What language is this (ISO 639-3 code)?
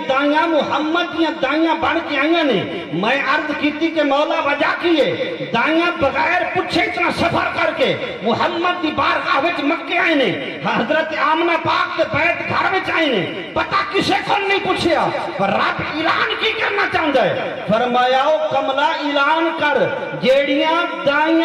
skr